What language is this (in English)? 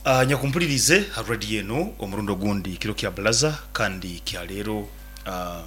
Nyoro